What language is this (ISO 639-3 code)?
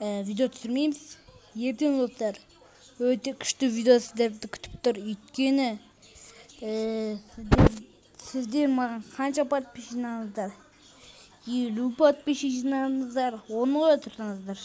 kaz